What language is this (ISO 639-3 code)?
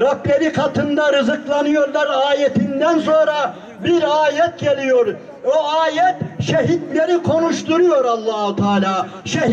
tur